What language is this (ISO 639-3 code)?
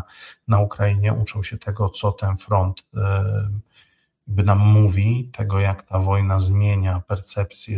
pol